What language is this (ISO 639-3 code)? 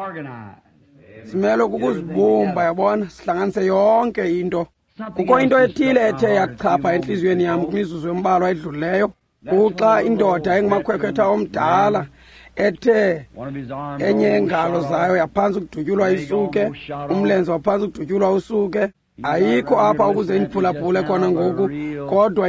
xho